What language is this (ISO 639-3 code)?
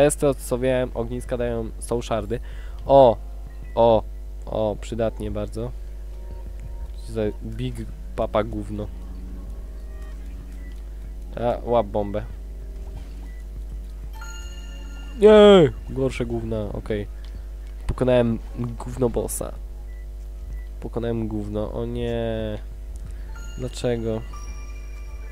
pol